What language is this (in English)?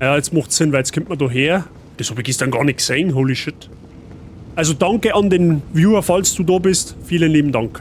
Bavarian